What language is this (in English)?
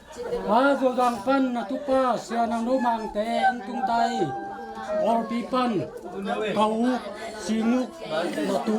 Tedim Chin